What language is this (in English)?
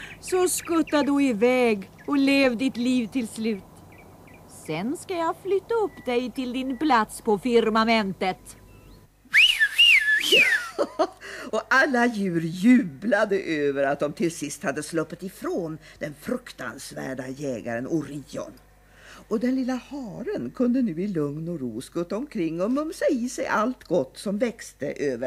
Swedish